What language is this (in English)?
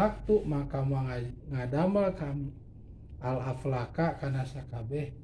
Sundanese